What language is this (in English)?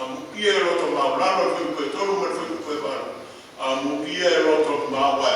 Samoan